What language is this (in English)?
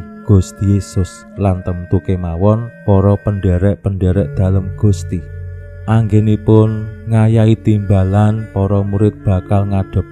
Javanese